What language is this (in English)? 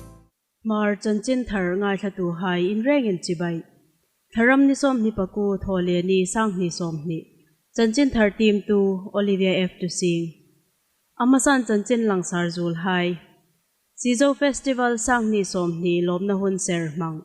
Hmar